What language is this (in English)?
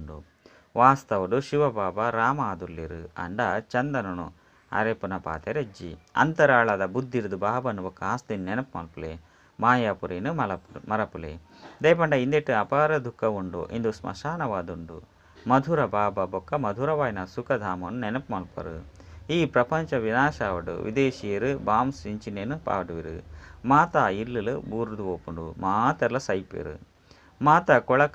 Tulu